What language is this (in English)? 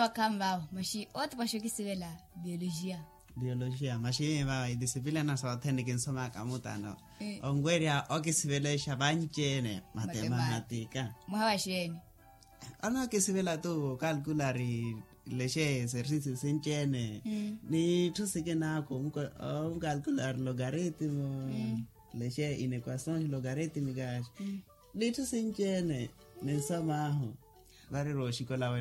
Makhuwa